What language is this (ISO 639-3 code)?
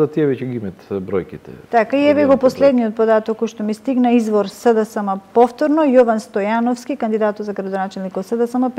mkd